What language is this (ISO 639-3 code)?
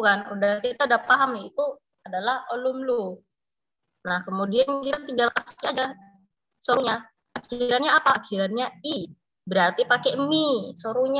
ind